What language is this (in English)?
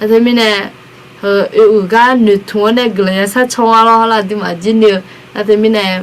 Akha